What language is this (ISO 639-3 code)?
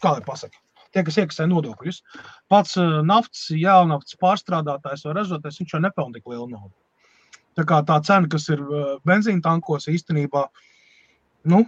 lav